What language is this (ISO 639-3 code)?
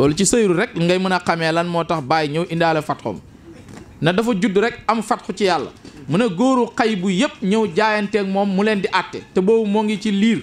wol